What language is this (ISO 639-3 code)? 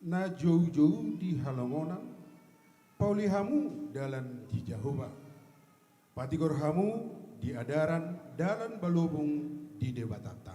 bbc